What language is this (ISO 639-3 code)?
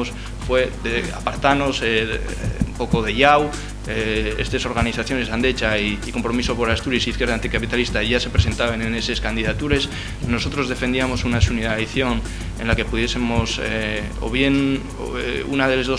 ast